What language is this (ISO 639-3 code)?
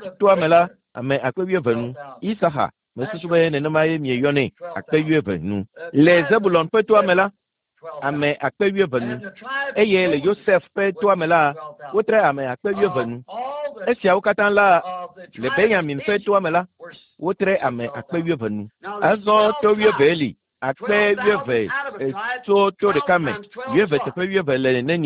ewe